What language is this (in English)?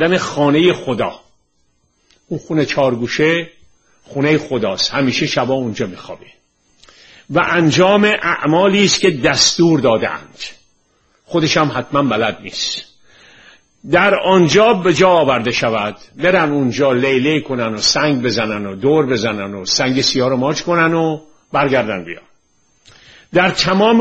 Persian